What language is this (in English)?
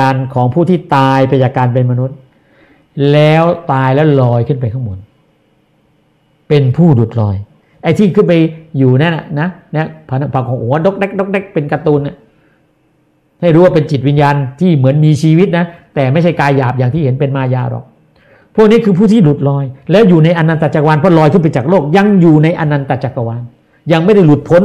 Thai